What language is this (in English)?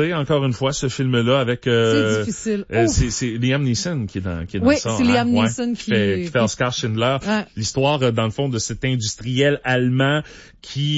French